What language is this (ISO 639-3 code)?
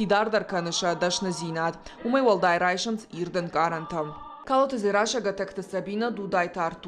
oss